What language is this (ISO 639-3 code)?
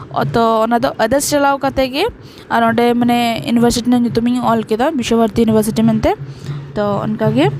sat